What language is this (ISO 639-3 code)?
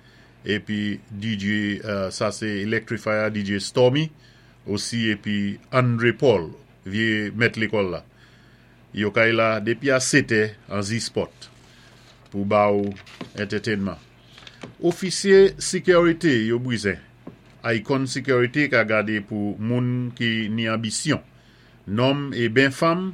acf